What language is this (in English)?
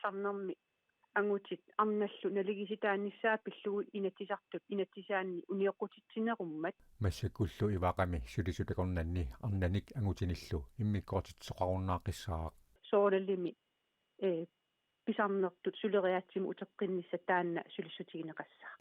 Kalaallisut